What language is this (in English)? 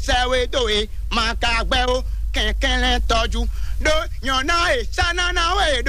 Fon